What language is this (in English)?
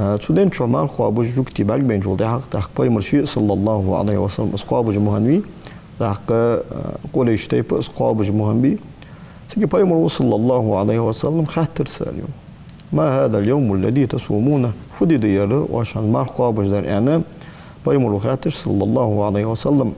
Ingush